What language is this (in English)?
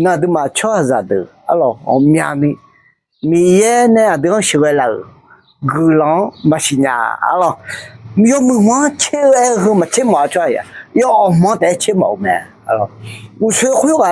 Akha